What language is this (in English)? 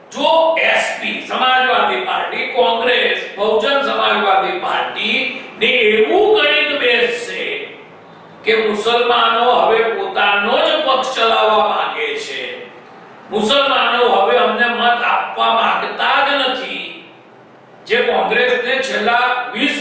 Gujarati